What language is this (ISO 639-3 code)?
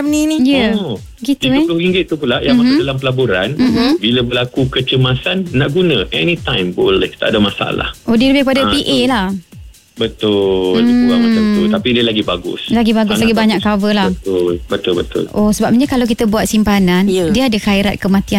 msa